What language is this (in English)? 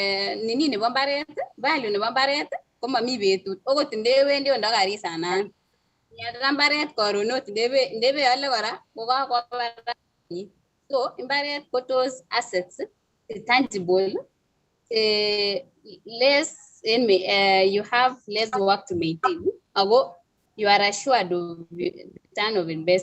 Kalenjin